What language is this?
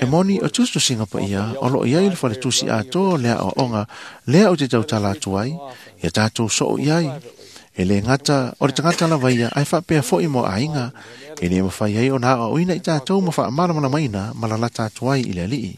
Samoan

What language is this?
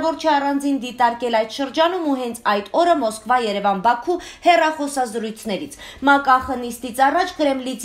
Armenian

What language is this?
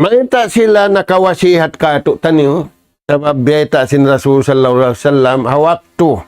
Tausug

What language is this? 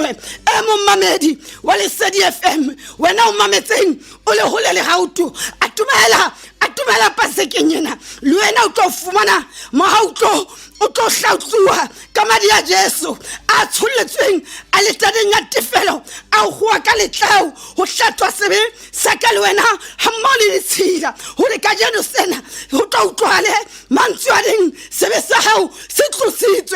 Southern Sotho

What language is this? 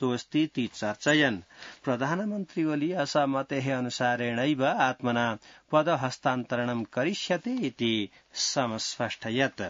Sanskrit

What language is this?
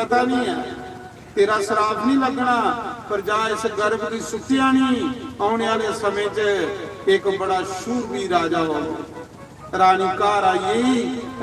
Dogri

